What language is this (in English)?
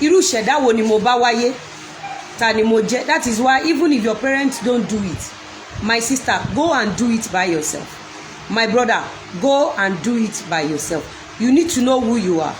Yoruba